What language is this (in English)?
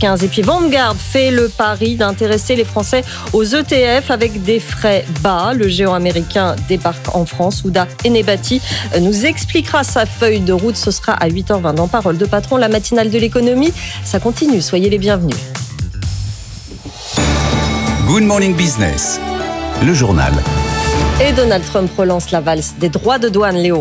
French